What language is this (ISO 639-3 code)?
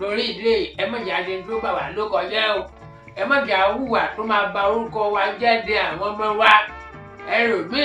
yor